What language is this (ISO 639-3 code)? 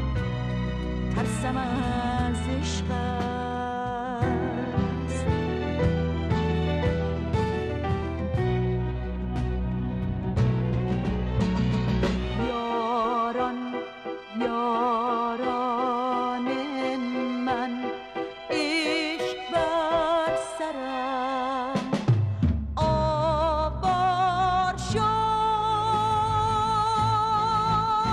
fas